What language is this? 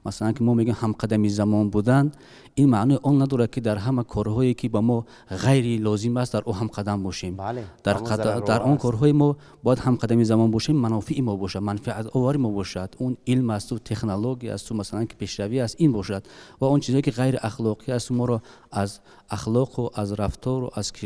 Tajik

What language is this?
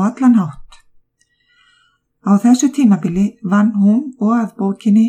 Icelandic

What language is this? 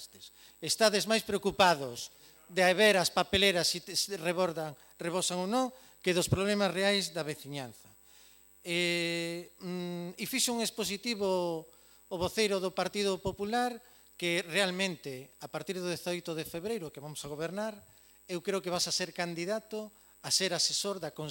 Galician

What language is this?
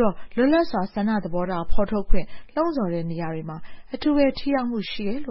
Burmese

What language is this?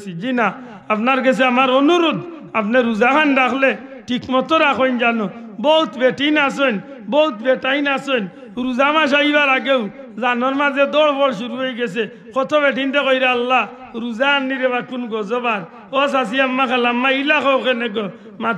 Sylheti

